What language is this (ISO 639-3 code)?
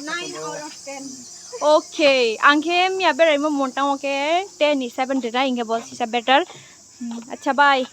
ria